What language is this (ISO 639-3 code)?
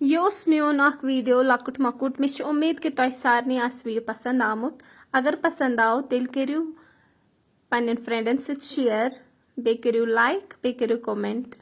kas